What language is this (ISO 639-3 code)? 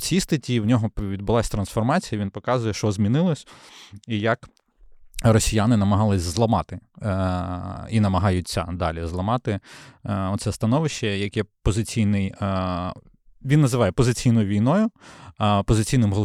ukr